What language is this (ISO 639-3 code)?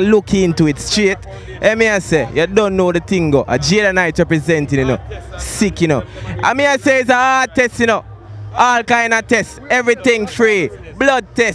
jam